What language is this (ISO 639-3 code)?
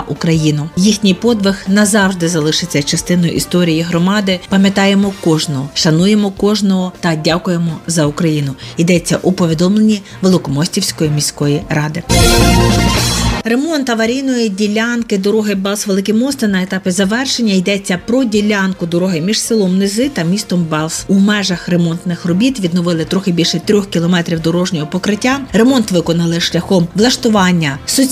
ukr